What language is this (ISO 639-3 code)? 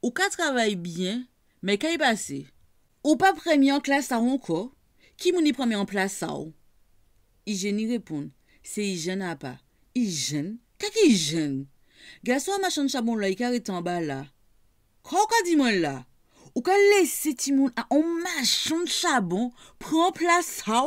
gcf